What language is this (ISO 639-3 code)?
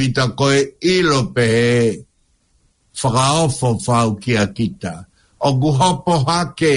ton